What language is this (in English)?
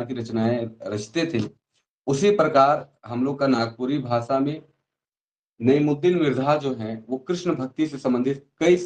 Sadri